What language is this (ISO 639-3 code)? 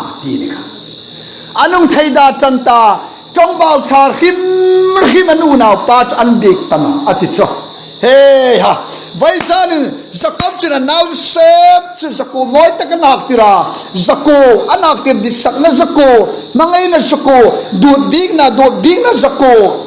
hmr